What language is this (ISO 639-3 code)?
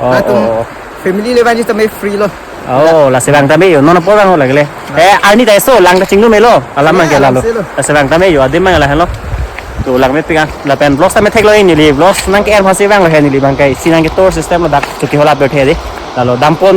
mjw